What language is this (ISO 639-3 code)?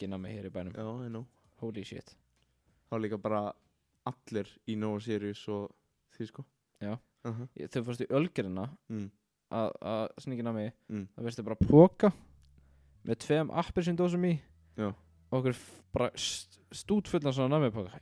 isl